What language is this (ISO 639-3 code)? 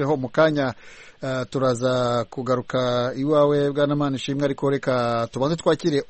kin